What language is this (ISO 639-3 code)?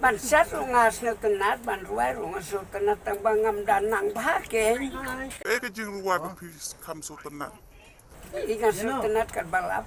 kha